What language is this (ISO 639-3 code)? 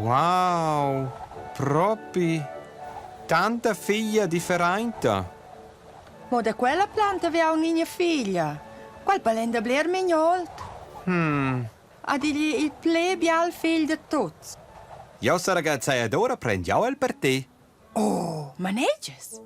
roh